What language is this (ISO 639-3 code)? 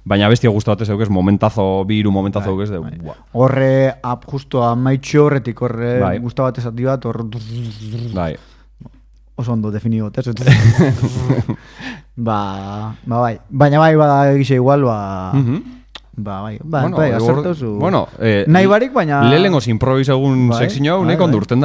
eus